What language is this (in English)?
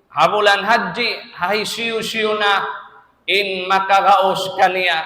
Tausug